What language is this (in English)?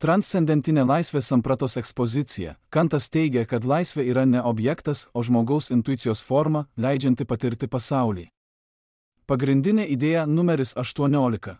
Lithuanian